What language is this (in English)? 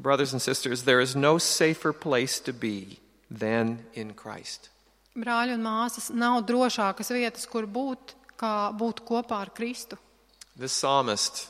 Latvian